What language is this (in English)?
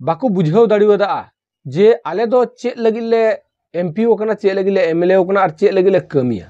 Santali